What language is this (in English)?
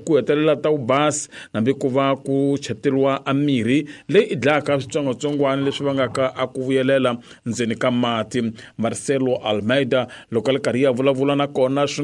Tsonga